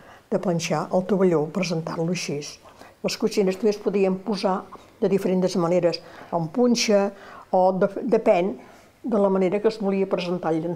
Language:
Catalan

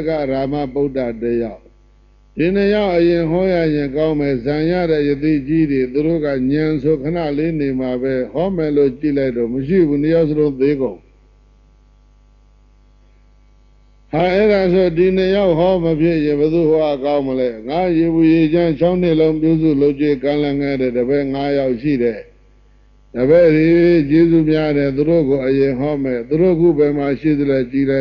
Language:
Burmese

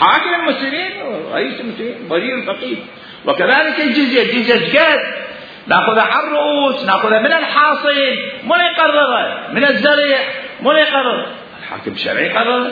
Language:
Mesopotamian Arabic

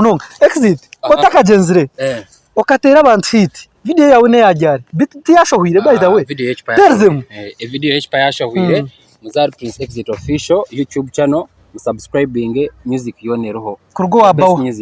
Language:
Nyankole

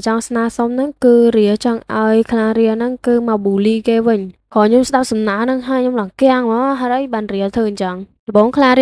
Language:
Khmer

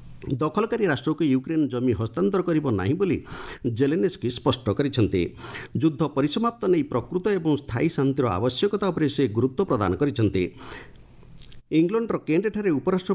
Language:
Odia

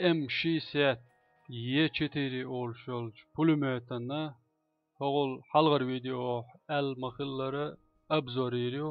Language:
Chechen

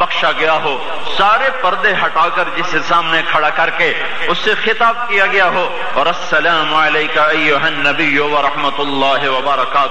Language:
Urdu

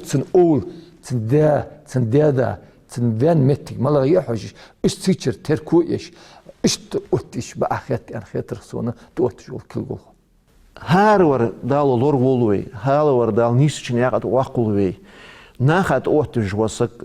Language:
Ingush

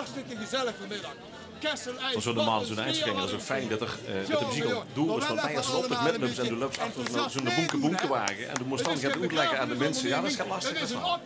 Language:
Limburgish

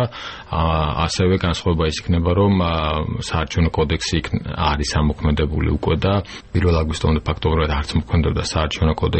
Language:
Georgian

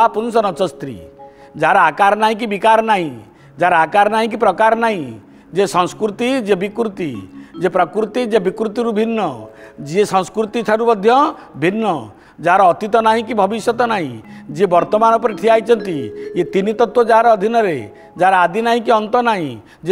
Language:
Odia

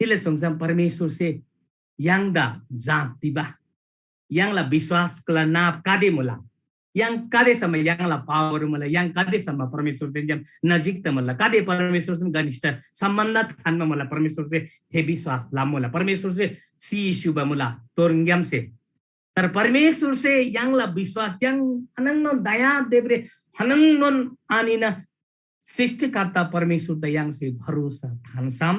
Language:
Eastern Tamang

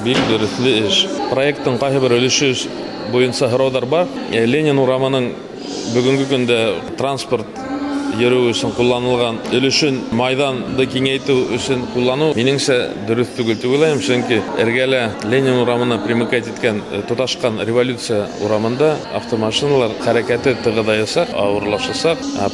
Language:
Bashkir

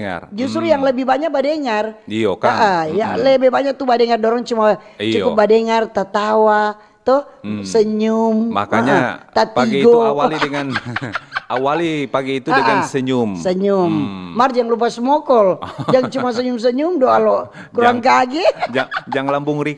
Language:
Manado Malay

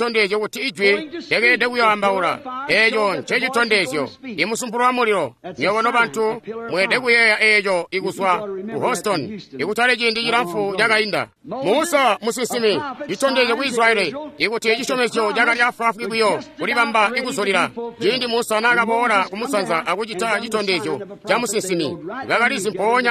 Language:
Tonga (Zambia)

